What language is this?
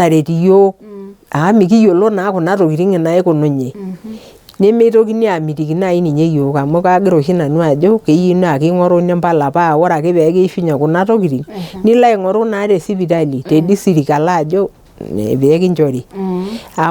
Masai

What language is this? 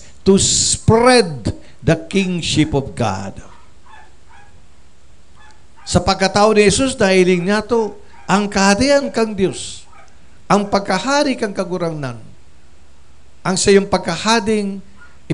Bikol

